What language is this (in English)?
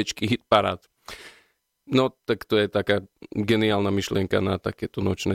Slovak